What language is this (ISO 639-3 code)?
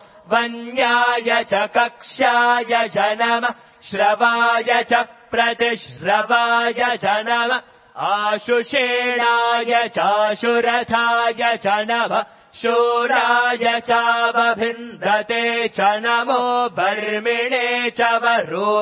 san